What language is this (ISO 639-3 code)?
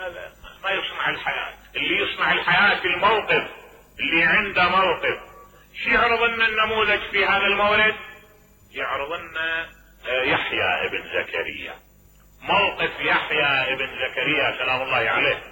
acm